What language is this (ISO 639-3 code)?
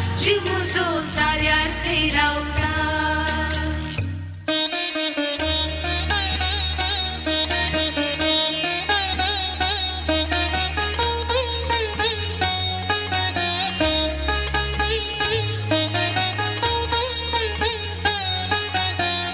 mar